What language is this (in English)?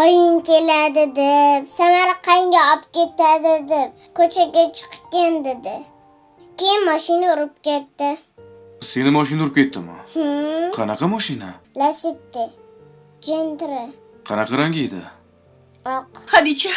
Uzbek